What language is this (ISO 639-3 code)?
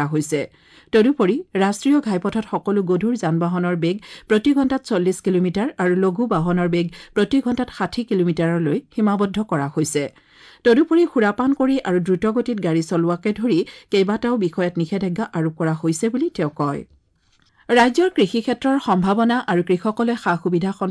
asm